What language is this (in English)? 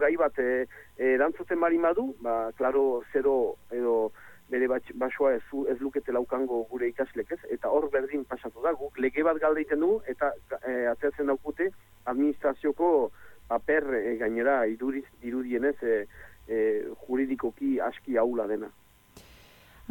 Basque